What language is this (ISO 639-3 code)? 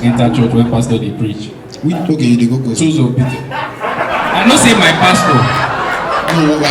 pcm